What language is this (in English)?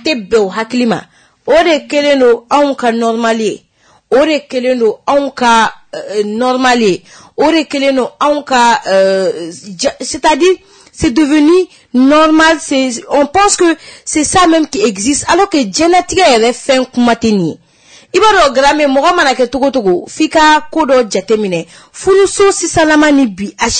Bambara